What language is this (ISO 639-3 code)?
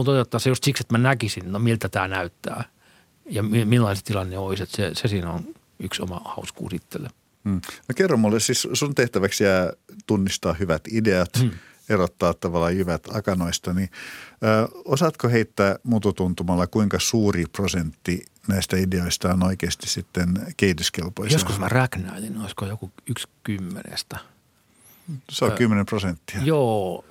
fin